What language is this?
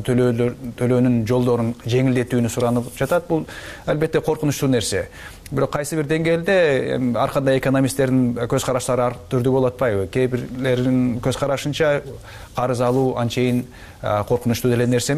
Kyrgyz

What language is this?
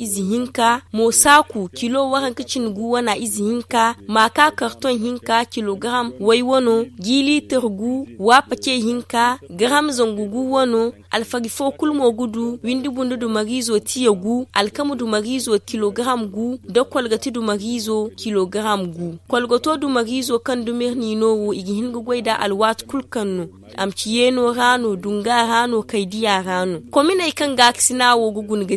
Zarma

